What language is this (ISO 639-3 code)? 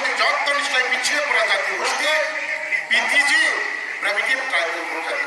ria